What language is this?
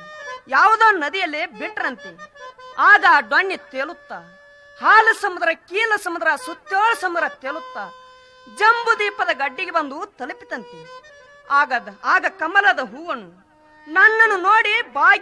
Kannada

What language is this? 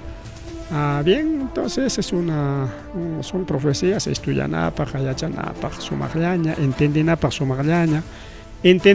Ayacucho Quechua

